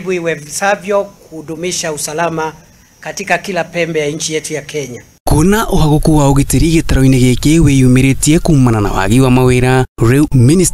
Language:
Kikuyu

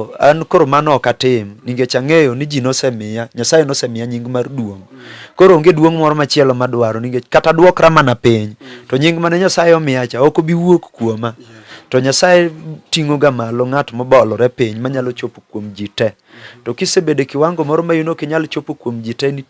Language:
Luo (Kenya and Tanzania)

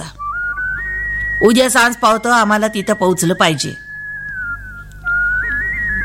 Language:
Marathi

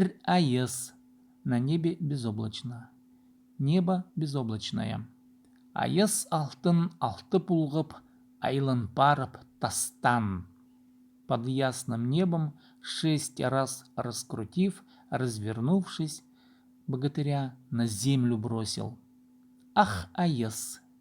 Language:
Khakas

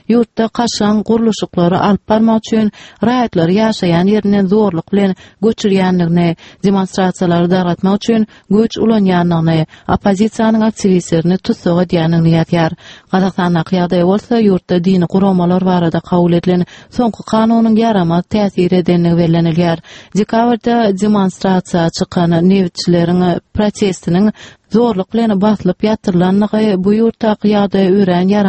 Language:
Turkmen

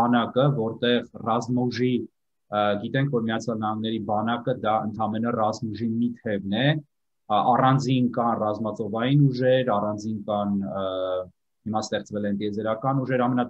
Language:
Armenian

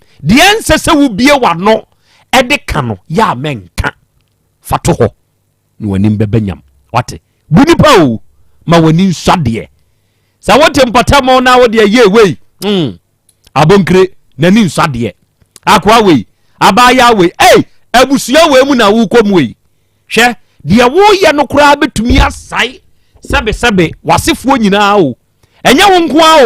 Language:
Akan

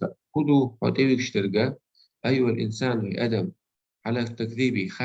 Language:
Chechen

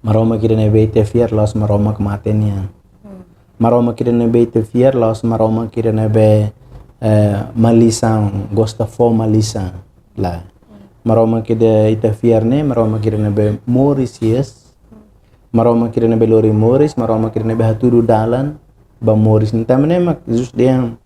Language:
Tetum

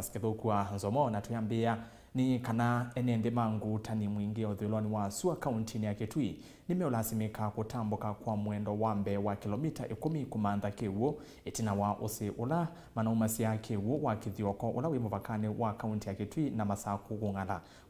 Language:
Kamba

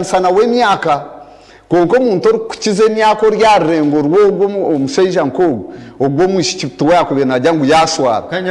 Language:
Nyankole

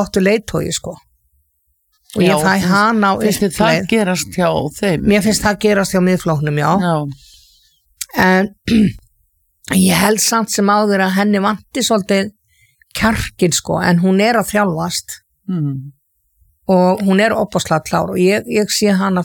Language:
Icelandic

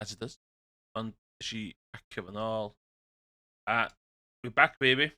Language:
Welsh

